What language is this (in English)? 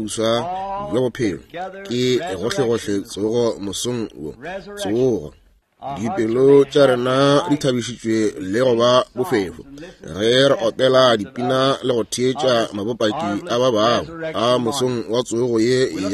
Northern Sotho